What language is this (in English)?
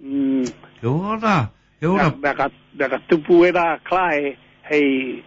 Māori